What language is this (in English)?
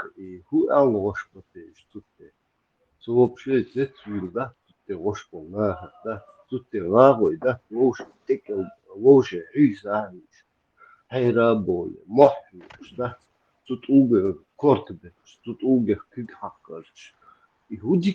Chechen